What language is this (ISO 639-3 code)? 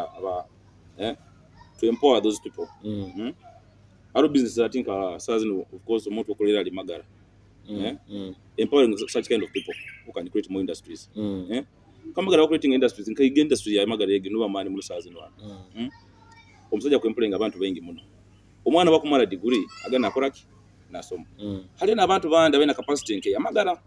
nyo